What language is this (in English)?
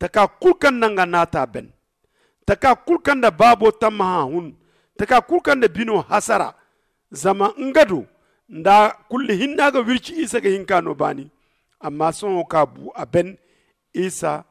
Zarma